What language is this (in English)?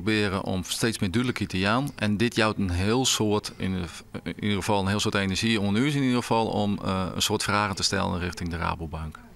Western Frisian